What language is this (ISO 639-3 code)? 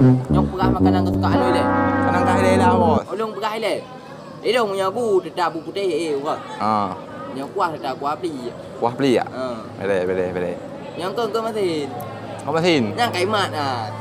ace